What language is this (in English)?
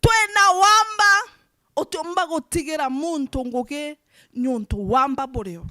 Meru